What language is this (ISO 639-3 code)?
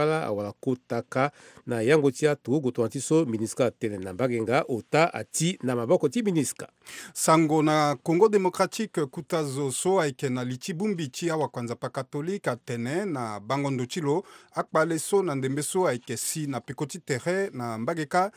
sag